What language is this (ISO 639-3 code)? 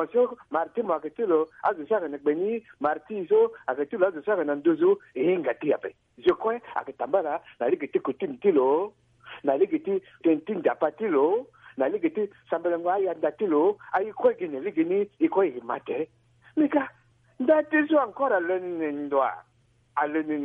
sag